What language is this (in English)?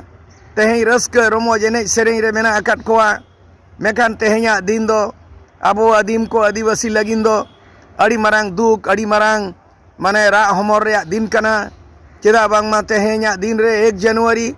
Santali